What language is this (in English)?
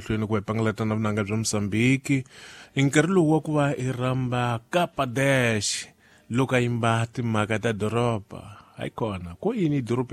Tsonga